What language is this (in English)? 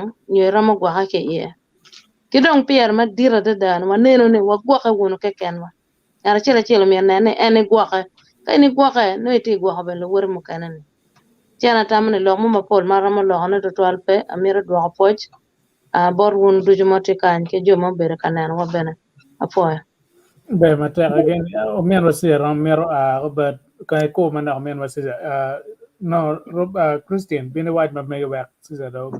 Acoli